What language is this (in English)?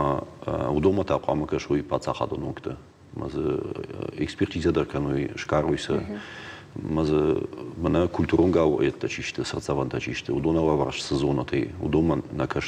Ossetic